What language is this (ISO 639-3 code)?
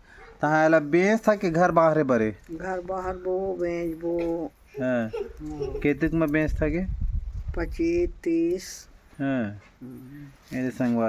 hne